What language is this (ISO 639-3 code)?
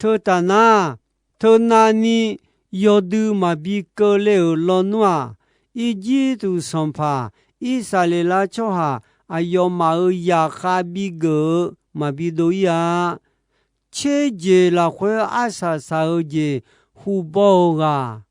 ahk